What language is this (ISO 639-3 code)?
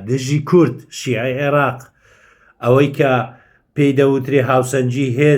ckb